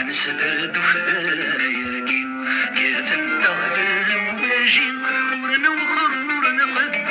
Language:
Kabyle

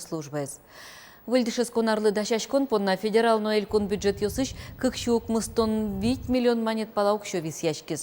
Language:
Udmurt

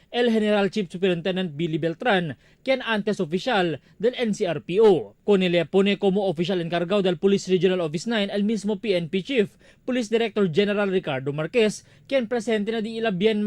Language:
Chavacano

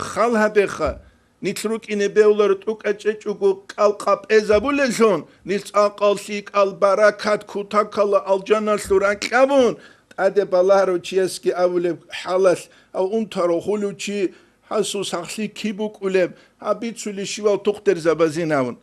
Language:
Avaric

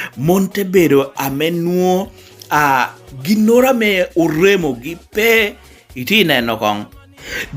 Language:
Lango (Uganda)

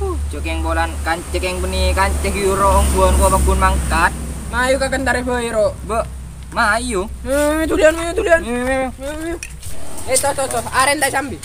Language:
Madurese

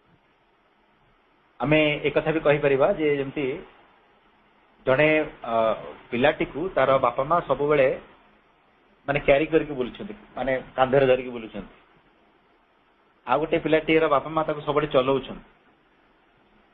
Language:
Odia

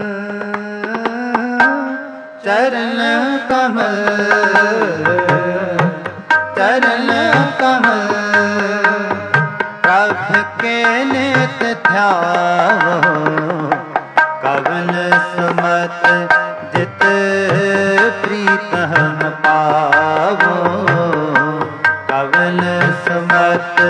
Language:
Punjabi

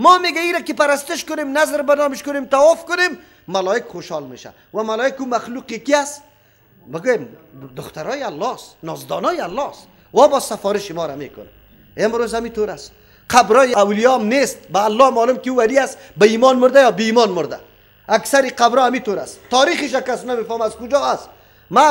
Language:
Persian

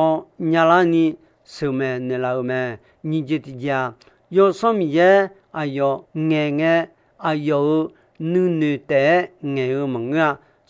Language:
Akha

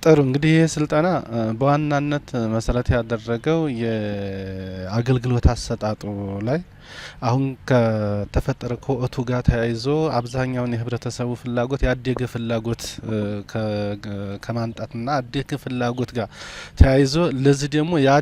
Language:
Amharic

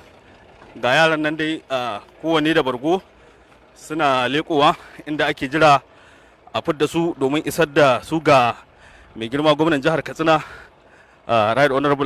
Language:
Hausa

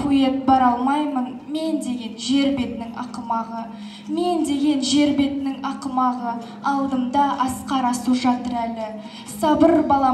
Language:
Kazakh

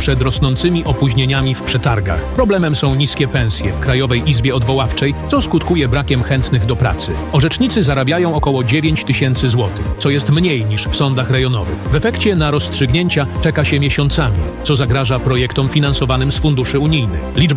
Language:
Polish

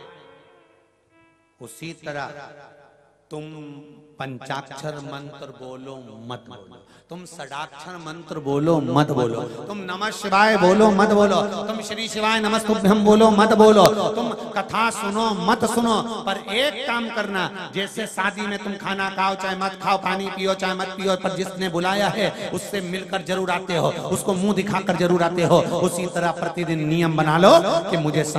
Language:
Hindi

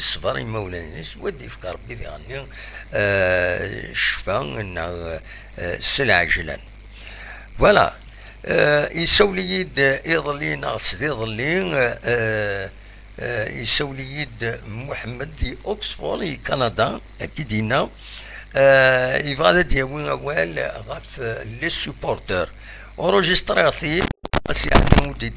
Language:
Kabyle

